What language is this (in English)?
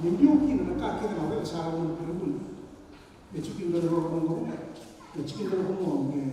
Fijian